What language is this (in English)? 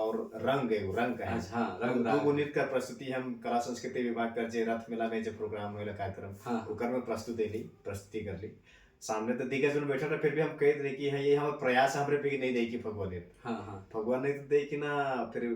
Sadri